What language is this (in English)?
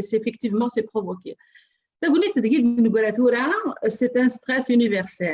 Kabyle